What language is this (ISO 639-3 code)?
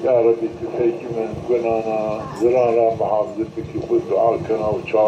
zza